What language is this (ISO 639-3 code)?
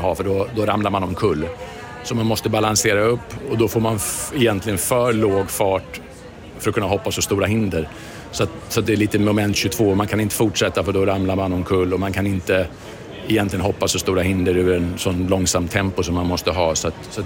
swe